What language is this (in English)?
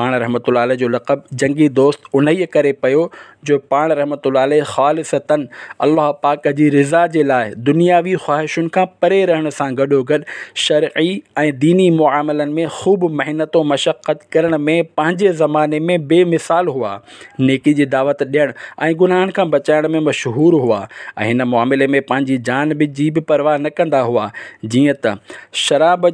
Sindhi